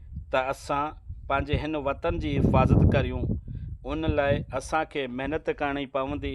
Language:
Sindhi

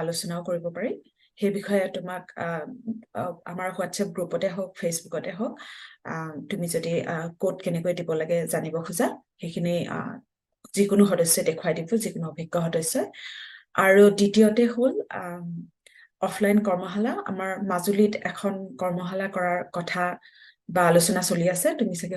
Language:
Assamese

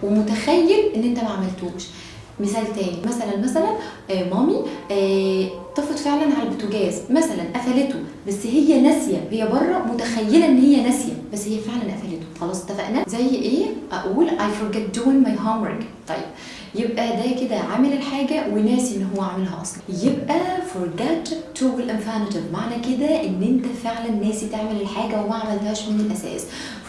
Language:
Egyptian Arabic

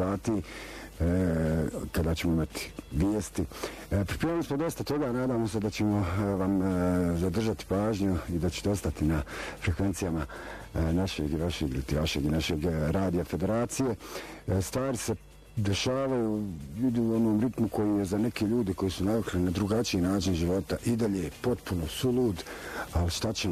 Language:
Bosnian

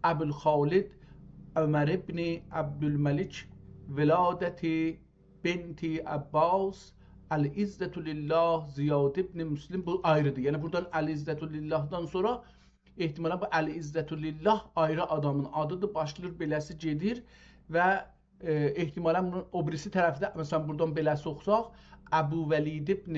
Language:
South Azerbaijani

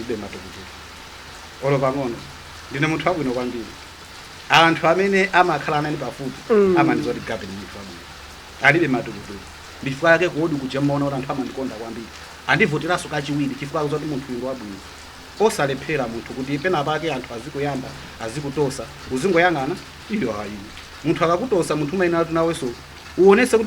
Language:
Nyanja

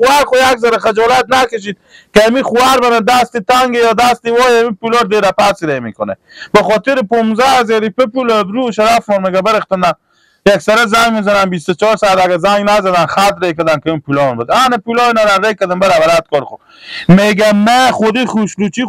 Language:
Persian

